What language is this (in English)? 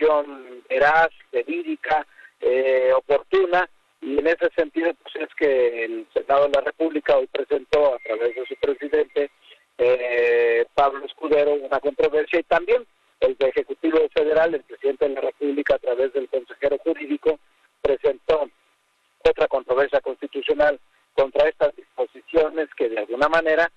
Spanish